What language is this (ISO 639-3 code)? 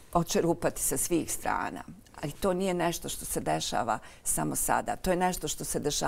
bos